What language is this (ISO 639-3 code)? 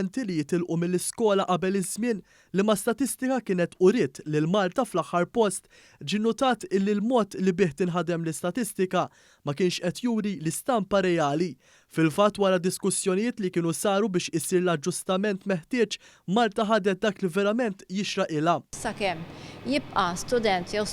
mlt